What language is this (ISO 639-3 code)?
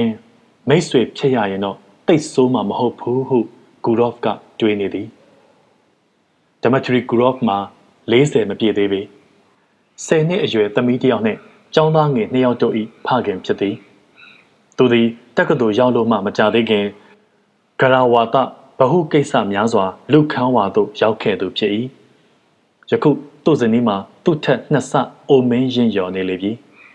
mya